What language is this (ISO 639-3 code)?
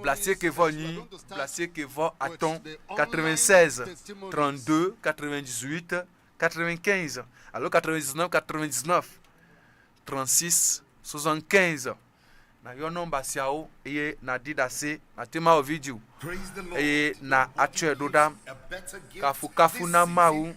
ewe